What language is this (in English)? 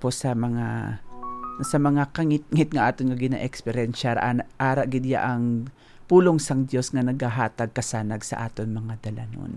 Hiligaynon